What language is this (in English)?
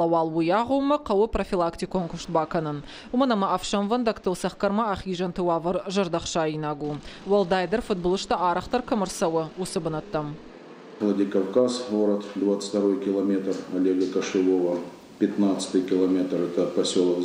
Ossetic